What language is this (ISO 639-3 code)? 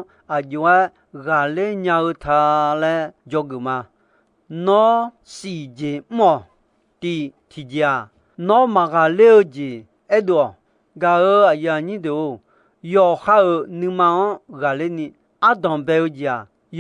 ahk